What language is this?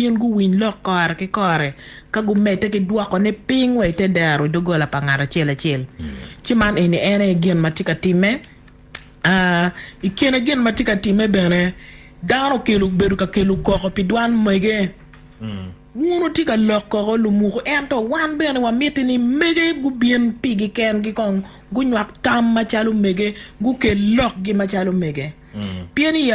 Acoli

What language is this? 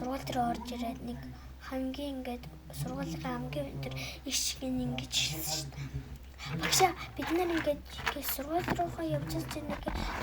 Mongolian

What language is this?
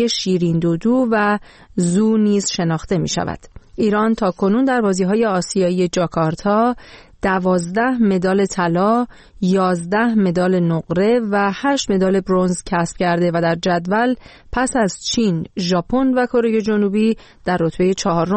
Persian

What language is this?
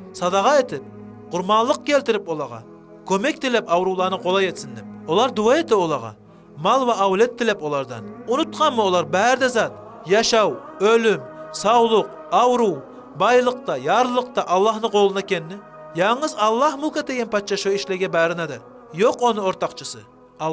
Kumyk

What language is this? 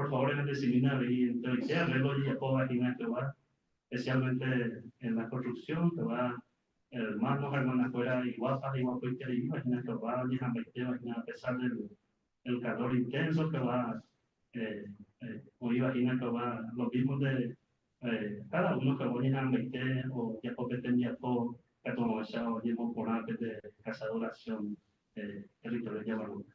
Guarani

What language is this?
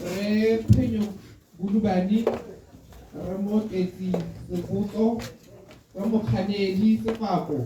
Tswana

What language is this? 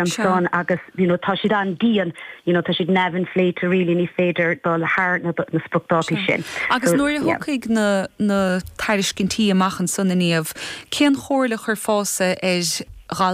Irish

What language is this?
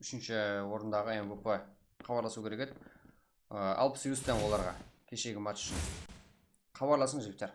Kara-Kalpak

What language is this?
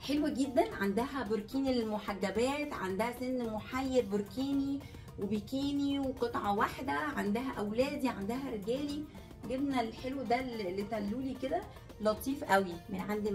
Egyptian Arabic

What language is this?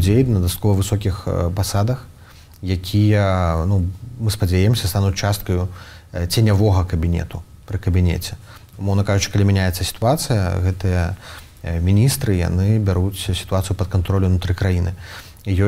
Belarusian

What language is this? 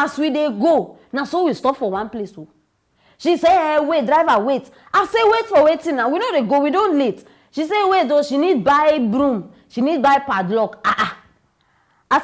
Nigerian Pidgin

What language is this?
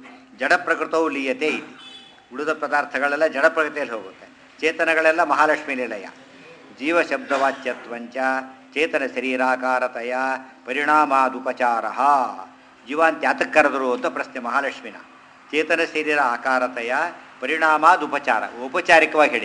Kannada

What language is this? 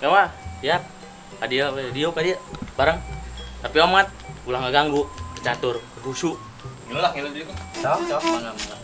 Sundanese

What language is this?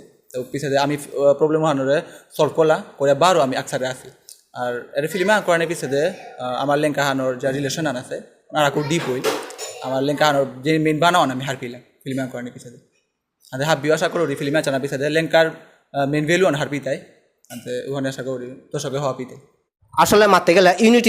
Bishnupriya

